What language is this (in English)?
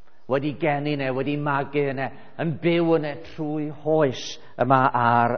Welsh